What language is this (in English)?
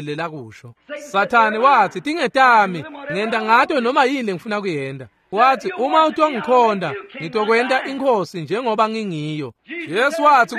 Swati